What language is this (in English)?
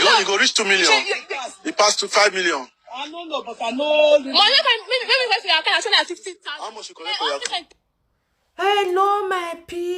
Nigerian Pidgin